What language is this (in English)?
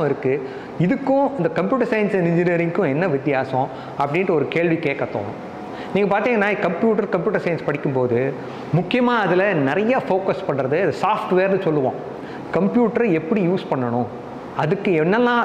Tamil